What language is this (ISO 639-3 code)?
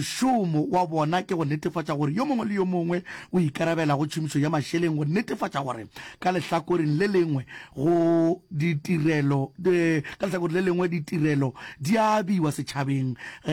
nso